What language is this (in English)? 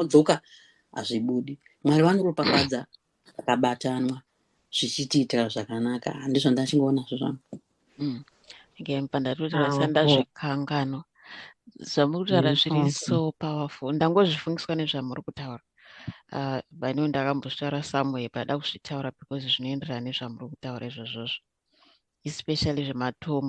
Shona